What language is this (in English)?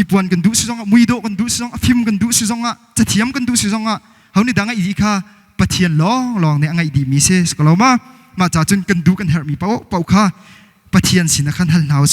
Hakha Chin